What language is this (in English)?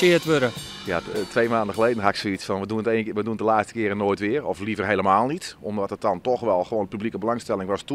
Western Frisian